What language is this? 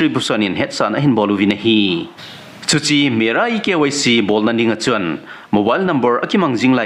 Thado Chin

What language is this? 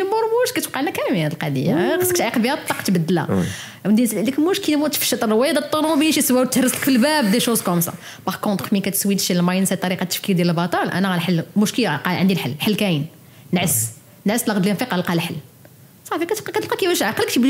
Moroccan Arabic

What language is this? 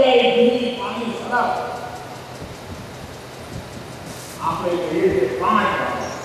Gujarati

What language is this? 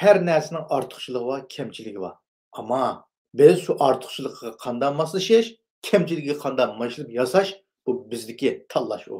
Uyghur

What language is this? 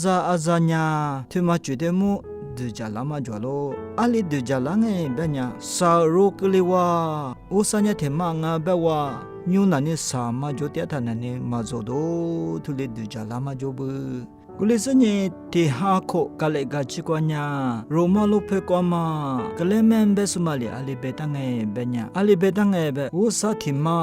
Lisu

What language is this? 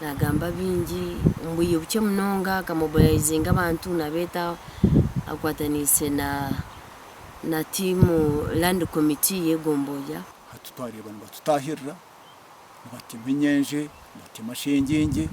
Nyankole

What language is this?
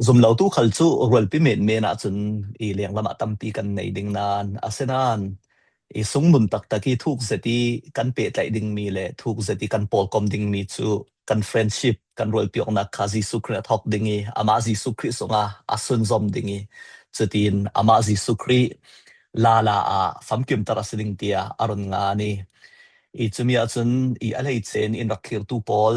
Falam Chin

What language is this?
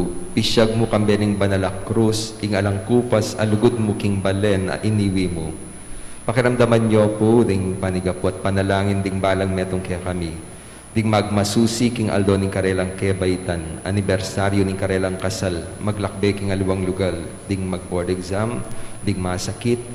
Pampanga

